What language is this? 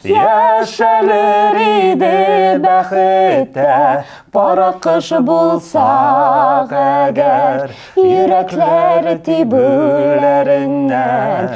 Tatar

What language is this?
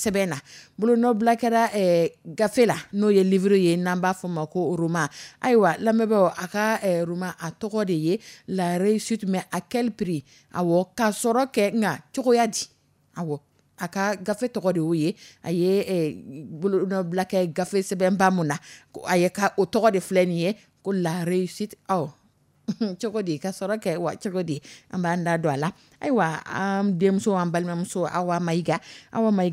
Dyula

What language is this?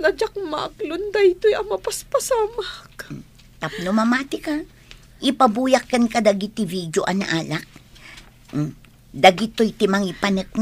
Iloko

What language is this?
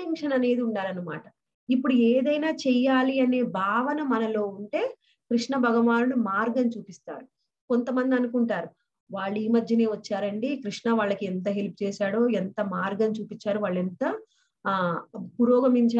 Telugu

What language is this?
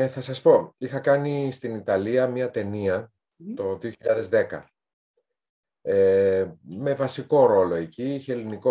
Greek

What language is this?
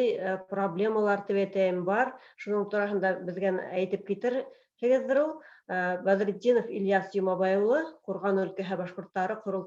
Bashkir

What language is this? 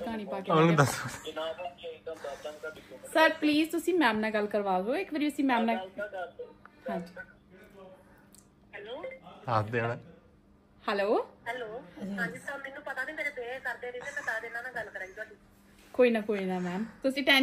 Punjabi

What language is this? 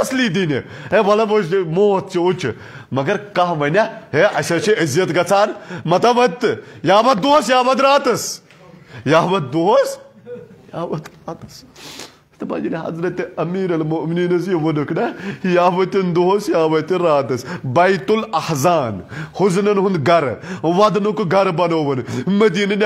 Kashmiri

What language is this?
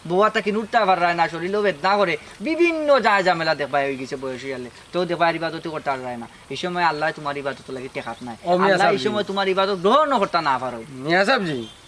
Sylheti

